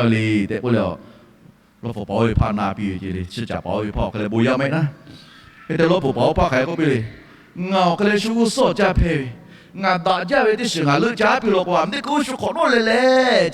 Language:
Lahu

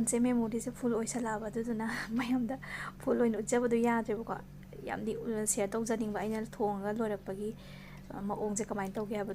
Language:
Manipuri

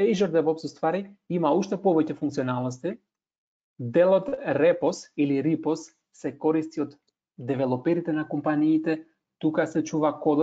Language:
Macedonian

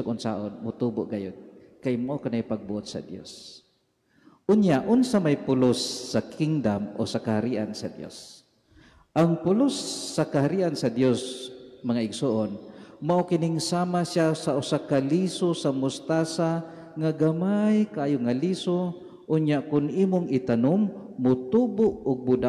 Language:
Cebuano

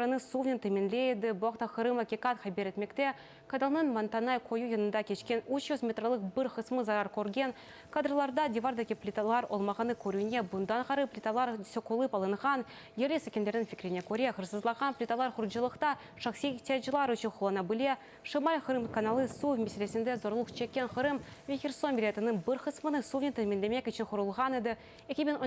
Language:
Crimean Tatar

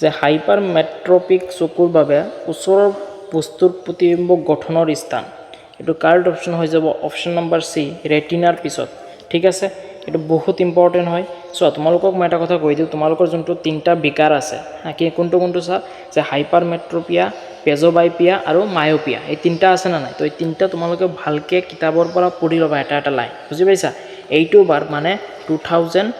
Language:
Assamese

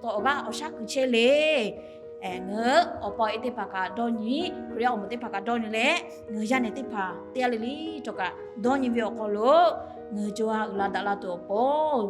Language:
Lahu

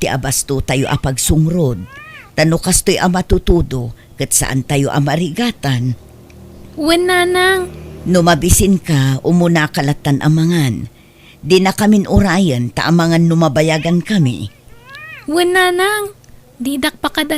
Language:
Iloko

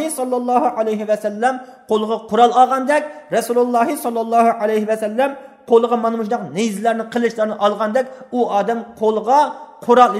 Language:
Uyghur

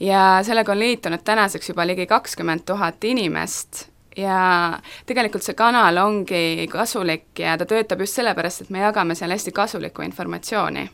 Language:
Estonian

